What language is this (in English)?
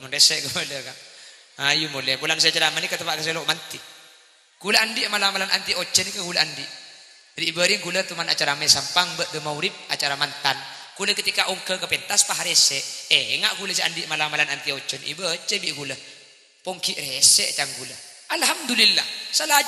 Madurese